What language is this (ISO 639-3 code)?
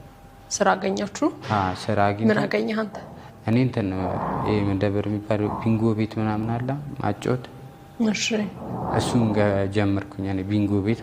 amh